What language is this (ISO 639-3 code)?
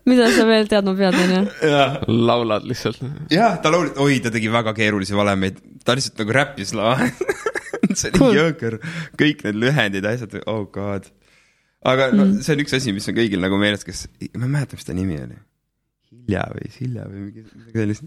est